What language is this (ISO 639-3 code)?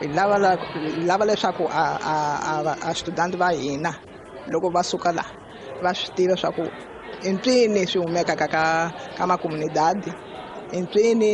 tso